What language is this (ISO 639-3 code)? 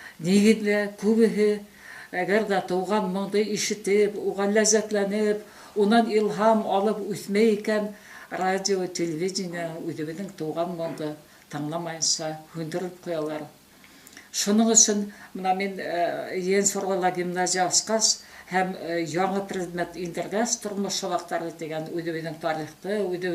bak